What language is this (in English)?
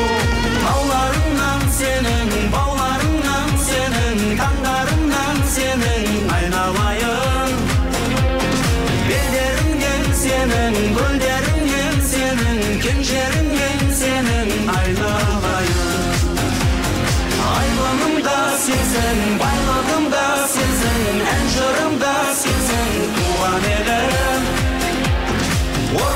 Kazakh